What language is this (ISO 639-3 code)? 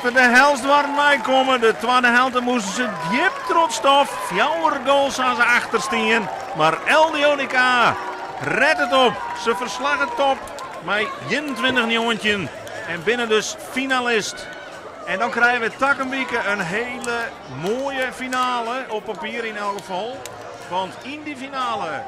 fry